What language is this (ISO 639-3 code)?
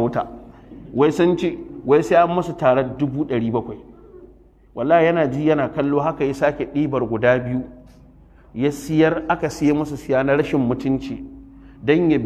hau